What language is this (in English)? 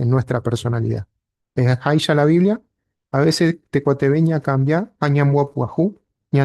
Guarani